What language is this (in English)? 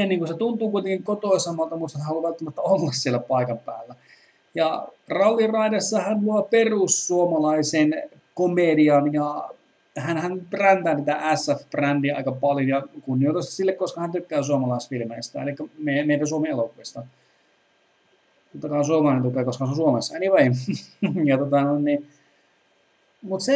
Finnish